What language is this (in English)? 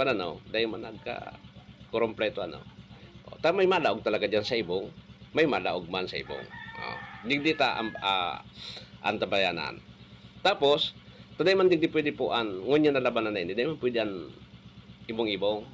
Bikol